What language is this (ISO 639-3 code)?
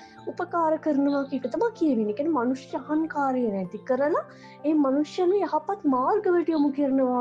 sin